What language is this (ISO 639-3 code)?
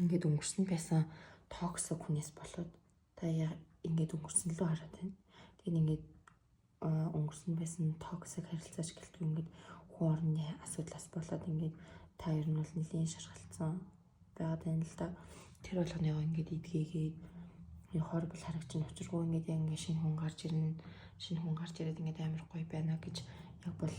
mon